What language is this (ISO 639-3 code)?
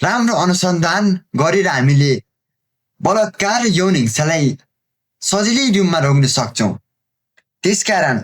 nep